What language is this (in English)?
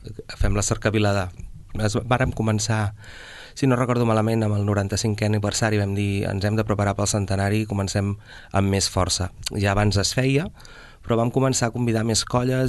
Catalan